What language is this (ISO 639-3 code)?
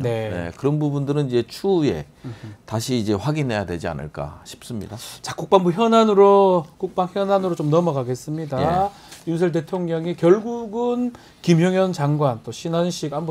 kor